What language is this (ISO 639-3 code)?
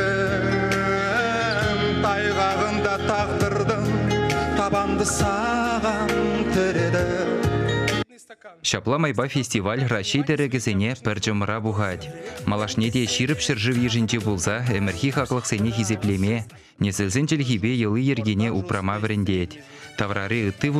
chv